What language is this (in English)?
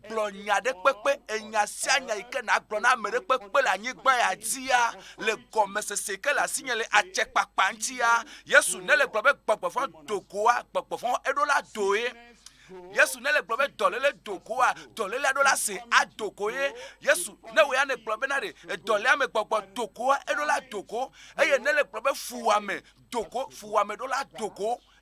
Ewe